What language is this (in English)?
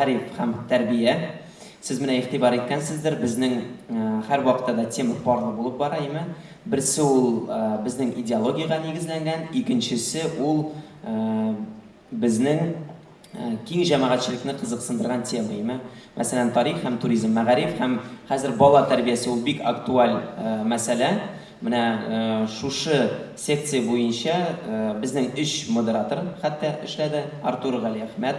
Tatar